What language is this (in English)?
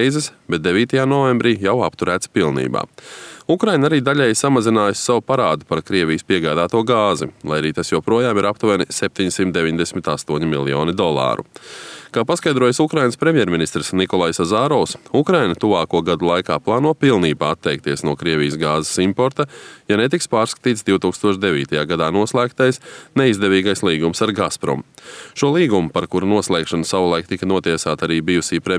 Latvian